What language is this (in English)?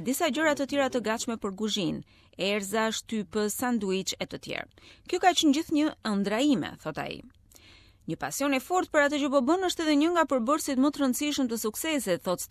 Albanian